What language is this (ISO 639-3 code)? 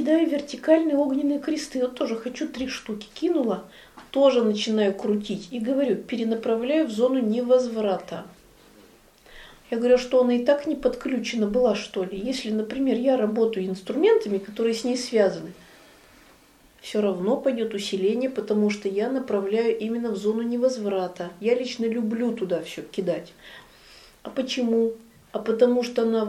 rus